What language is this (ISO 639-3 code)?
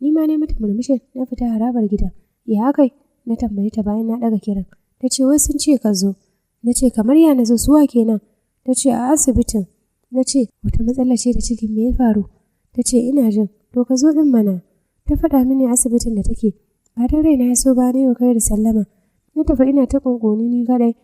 hau